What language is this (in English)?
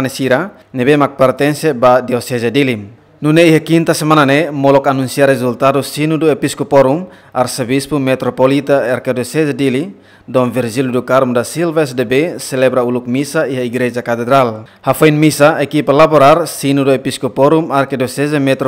Tetum